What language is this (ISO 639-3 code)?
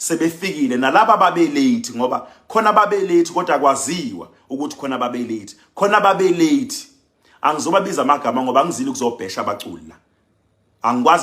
zul